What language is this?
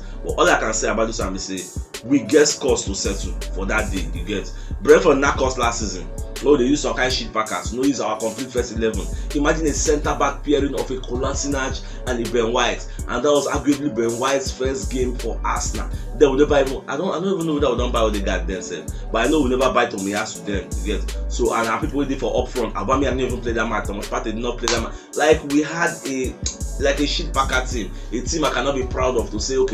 Nigerian Pidgin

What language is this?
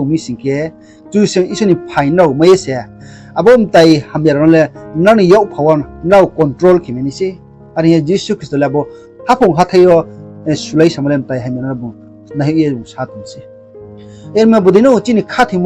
Riang (India)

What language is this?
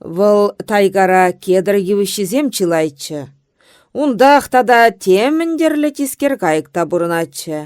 Chuvash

